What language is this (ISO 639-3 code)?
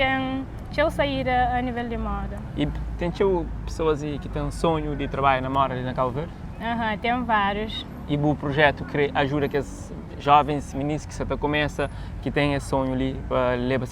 kea